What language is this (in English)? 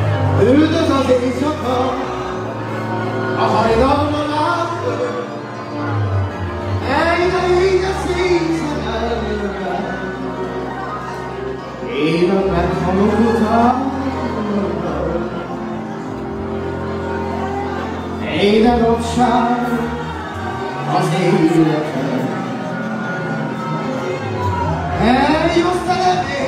Hungarian